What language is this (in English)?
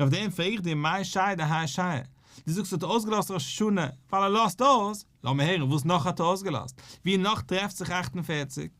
Yiddish